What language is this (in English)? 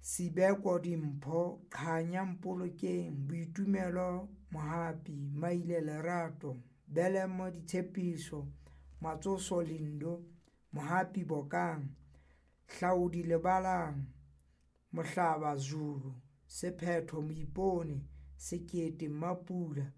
Southern Sotho